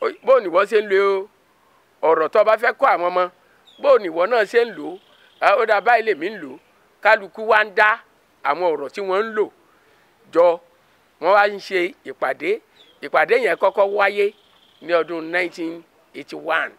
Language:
Yoruba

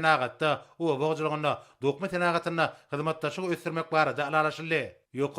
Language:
Turkmen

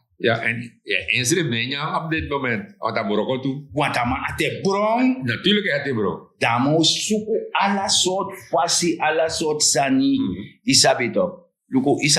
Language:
Sranan Tongo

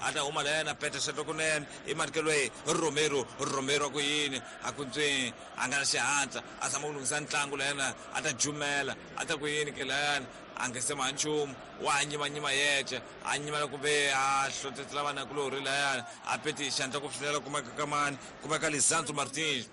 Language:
Tsonga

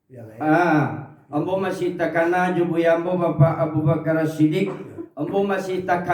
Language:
Minangkabau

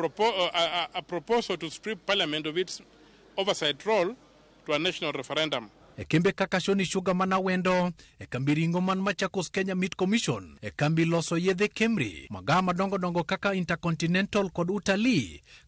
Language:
Luo (Kenya and Tanzania)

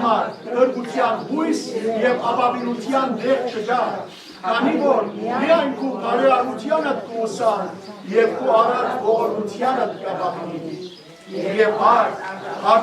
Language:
Western Armenian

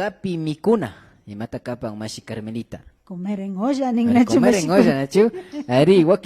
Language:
Imbabura Highland Quichua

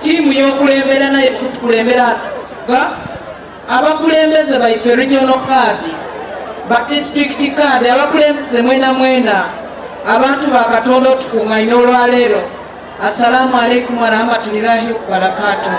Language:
Soga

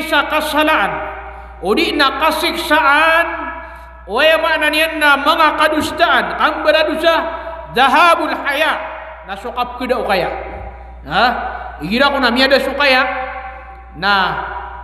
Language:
Maranao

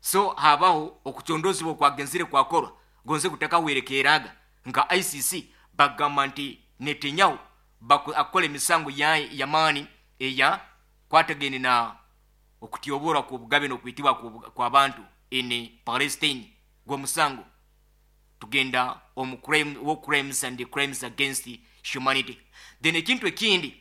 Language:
Nyoro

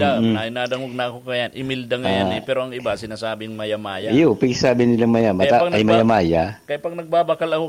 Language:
Bikol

